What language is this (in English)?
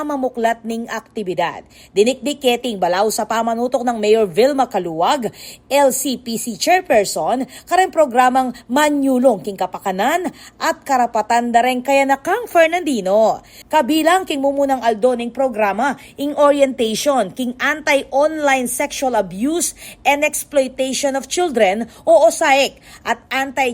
Pampanga